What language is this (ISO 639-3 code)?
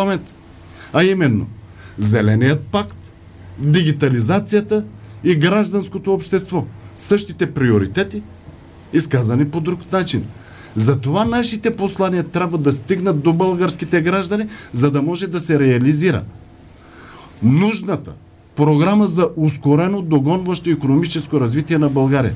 bul